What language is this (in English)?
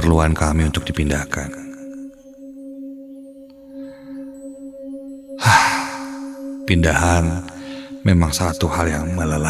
Indonesian